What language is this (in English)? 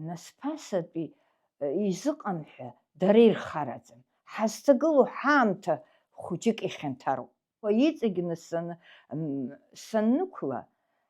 Abkhazian